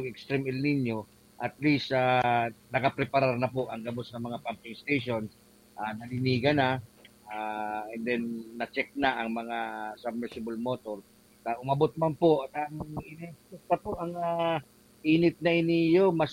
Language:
Bikol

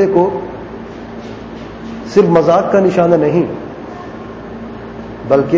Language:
Urdu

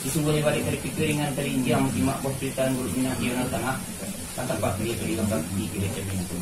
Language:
Minangkabau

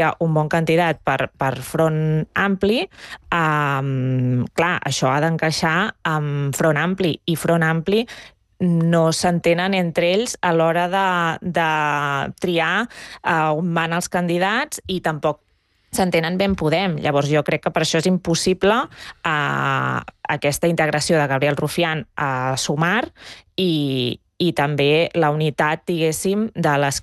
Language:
Catalan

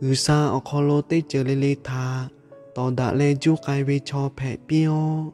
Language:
Lahu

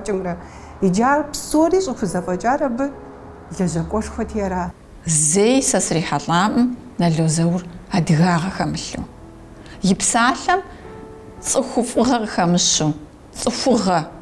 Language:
Kabardian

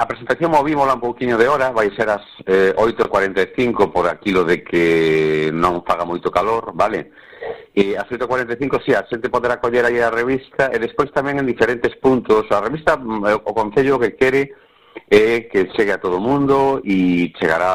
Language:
Galician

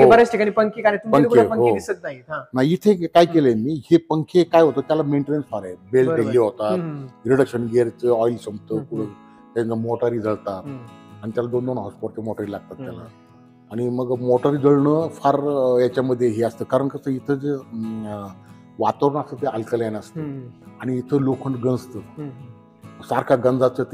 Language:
Marathi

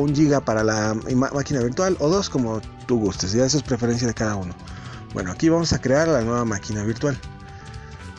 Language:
Spanish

